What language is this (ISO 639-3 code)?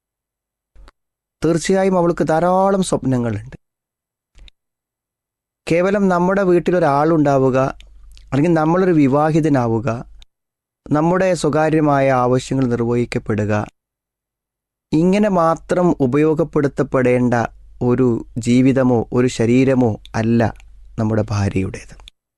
mal